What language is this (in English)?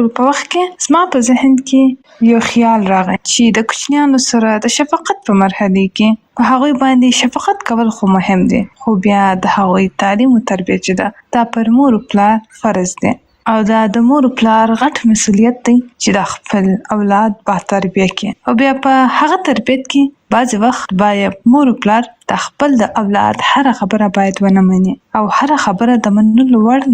Pashto